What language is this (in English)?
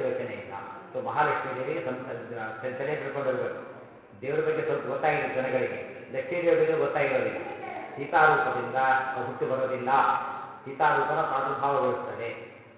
Kannada